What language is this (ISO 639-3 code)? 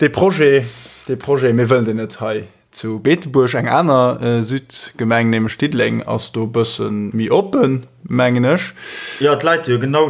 ltz